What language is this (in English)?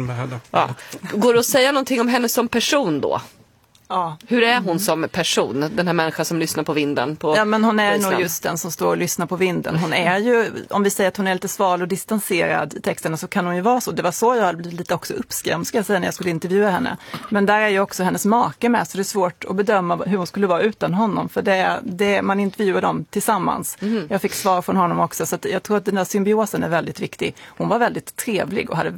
Swedish